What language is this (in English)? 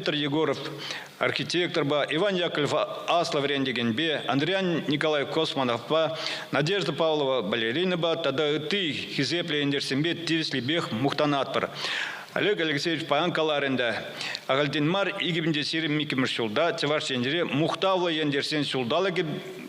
Chuvash